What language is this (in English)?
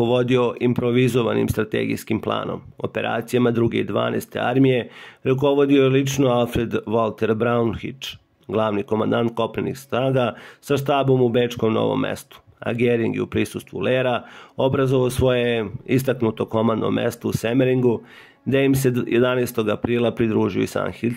Serbian